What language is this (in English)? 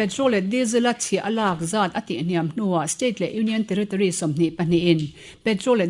Mizo